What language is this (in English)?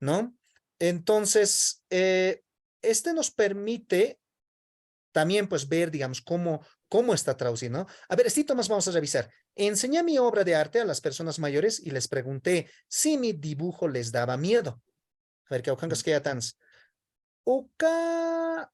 Aymara